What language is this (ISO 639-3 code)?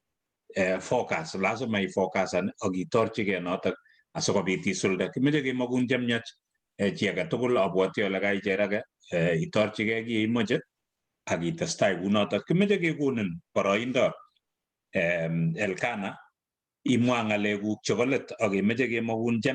kln